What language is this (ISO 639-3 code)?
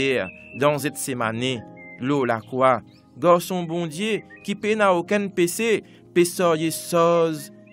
mfe